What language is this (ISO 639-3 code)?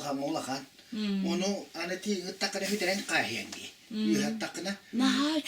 sah